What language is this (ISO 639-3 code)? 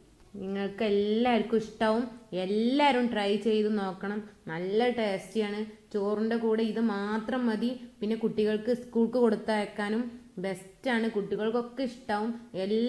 mal